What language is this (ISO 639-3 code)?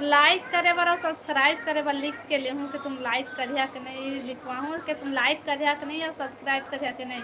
hne